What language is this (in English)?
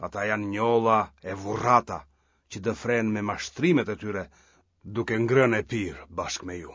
Albanian